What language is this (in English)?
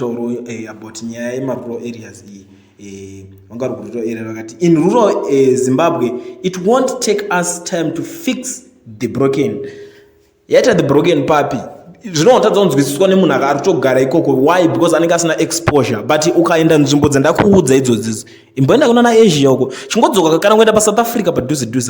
Shona